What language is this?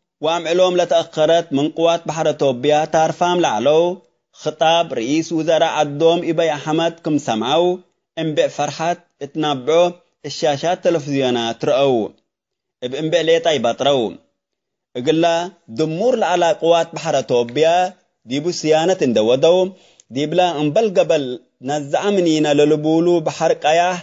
Tigre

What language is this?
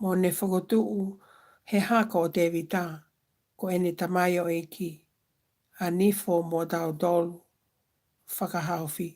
Tongan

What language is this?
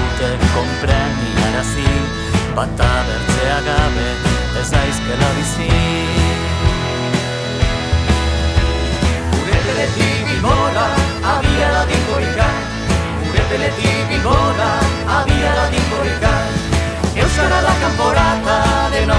Basque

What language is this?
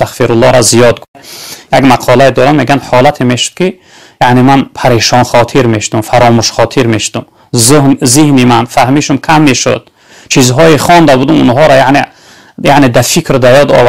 Tajik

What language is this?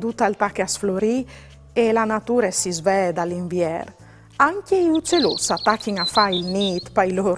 Friulian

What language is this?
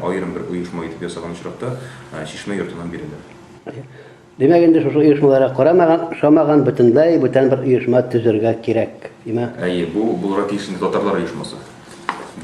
Tatar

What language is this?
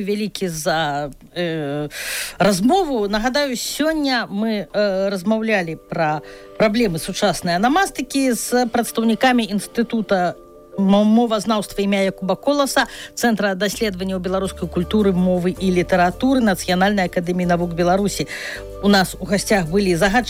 Belarusian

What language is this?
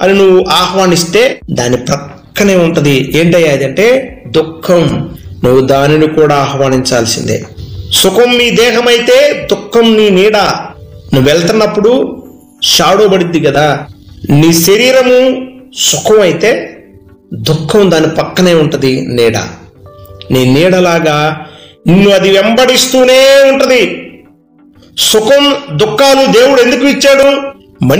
Telugu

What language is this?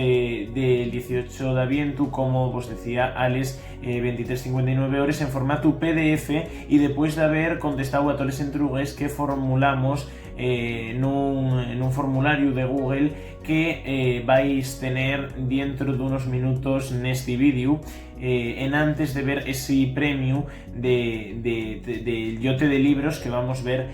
Asturian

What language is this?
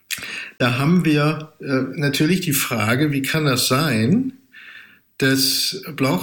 German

